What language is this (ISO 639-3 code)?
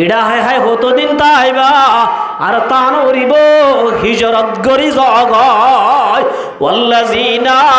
rhg